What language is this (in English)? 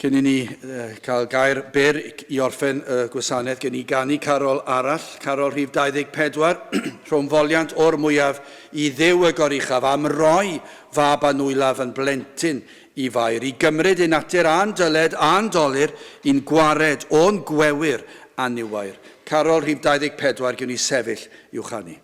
Welsh